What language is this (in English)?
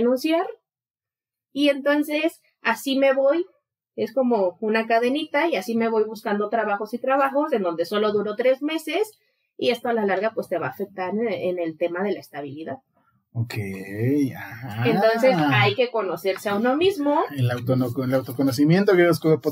Spanish